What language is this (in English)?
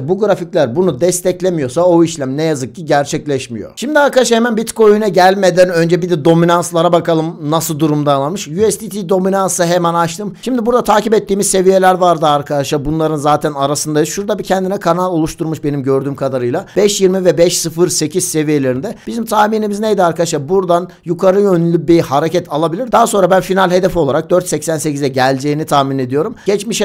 Turkish